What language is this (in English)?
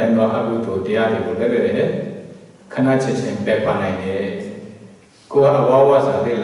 Burmese